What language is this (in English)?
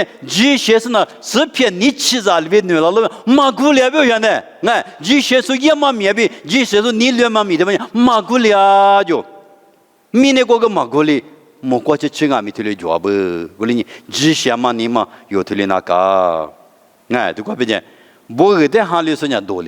Lisu